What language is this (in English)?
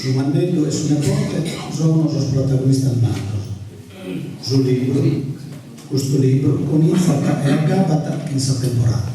Sardinian